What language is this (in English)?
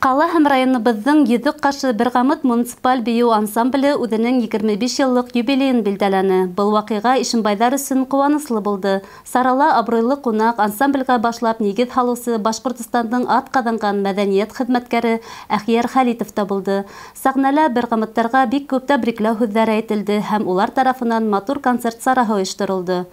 Bashkir